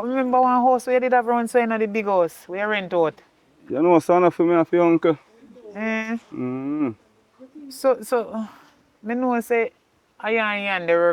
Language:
Jamaican Creole English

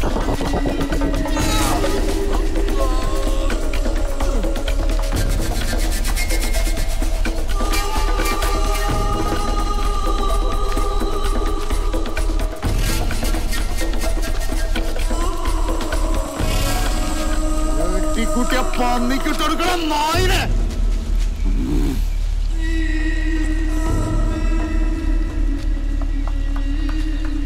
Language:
Malayalam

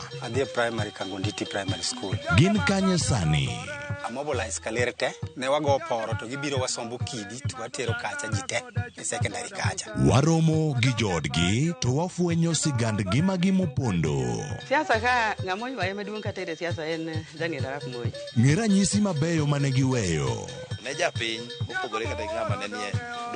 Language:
Luo (Kenya and Tanzania)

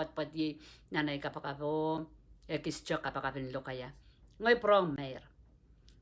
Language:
Pohnpeian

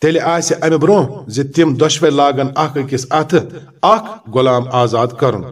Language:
Kashmiri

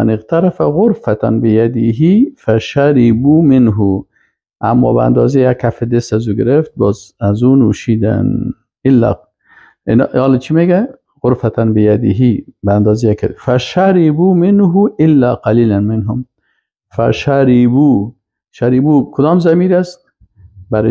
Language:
Persian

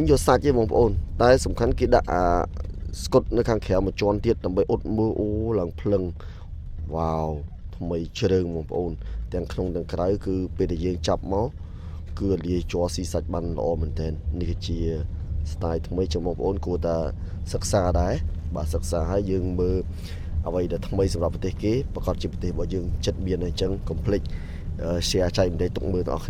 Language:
Khmer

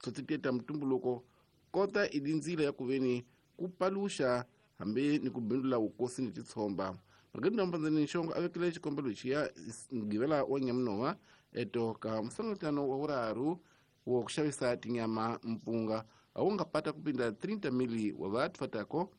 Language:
Tsonga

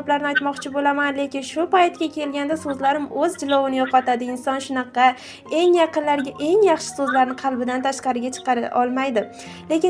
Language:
Uzbek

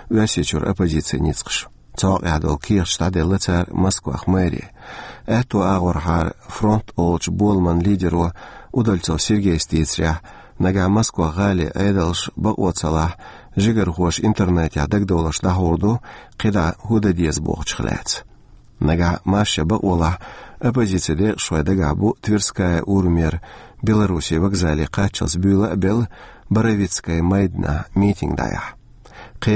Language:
Chechen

